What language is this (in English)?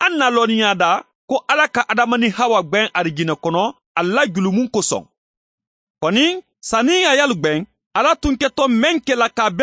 Bambara